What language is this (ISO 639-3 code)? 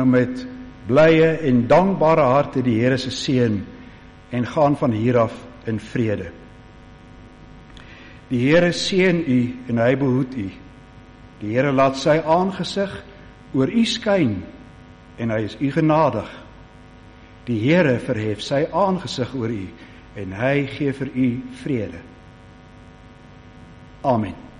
afr